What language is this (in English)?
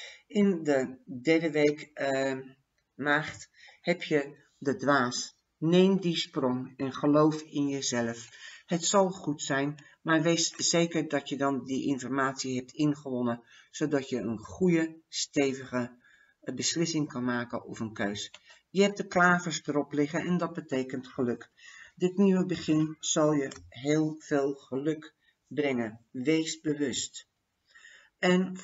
Dutch